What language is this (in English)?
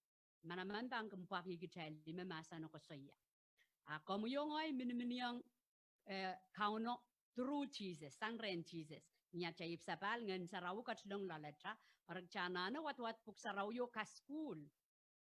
Pohnpeian